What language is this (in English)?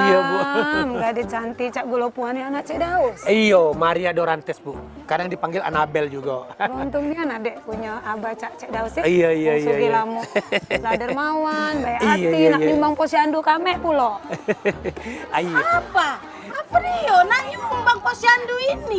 Musi